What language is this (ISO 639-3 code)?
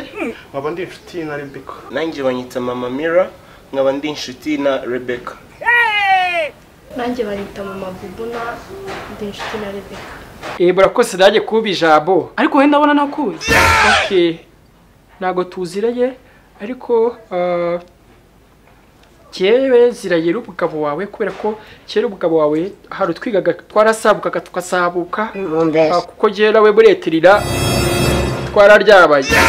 kin